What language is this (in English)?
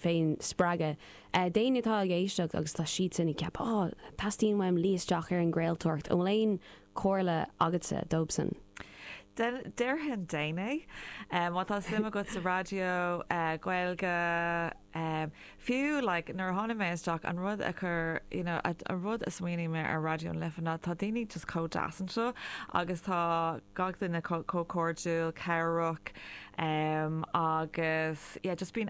Irish